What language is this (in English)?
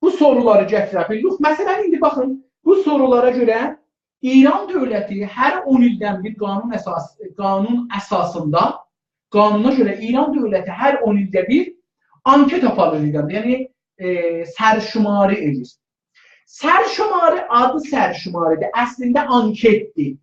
South Azerbaijani